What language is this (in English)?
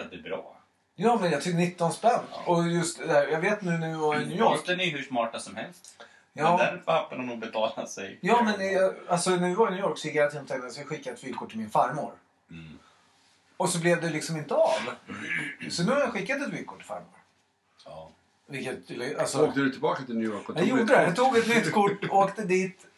Swedish